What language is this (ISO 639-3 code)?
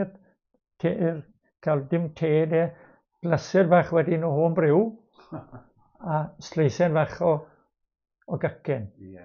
cym